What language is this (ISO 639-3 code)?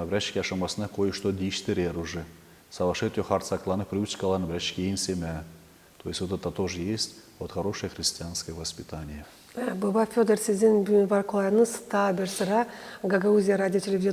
gag